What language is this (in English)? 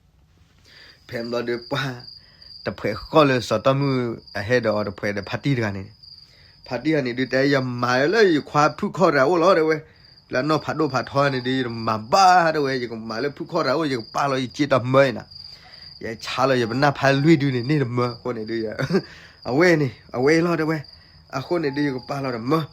S'gaw Karen